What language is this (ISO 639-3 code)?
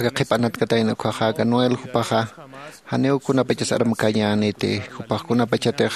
aym